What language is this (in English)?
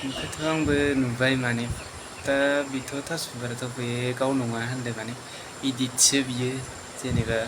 Bodo